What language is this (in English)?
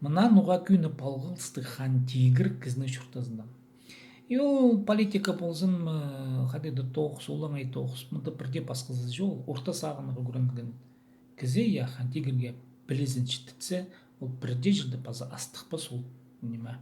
Khakas